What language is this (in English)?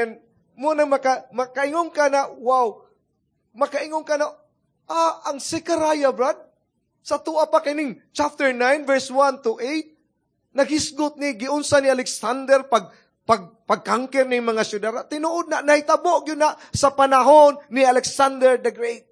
Cebuano